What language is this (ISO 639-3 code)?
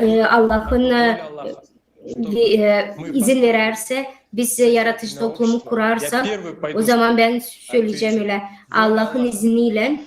gag